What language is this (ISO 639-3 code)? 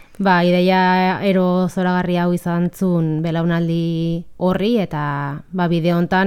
eus